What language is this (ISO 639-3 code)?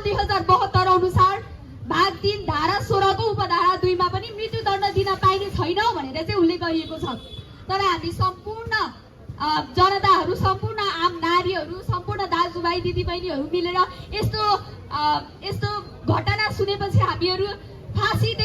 nep